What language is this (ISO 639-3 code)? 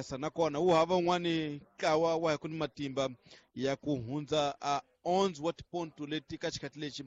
tso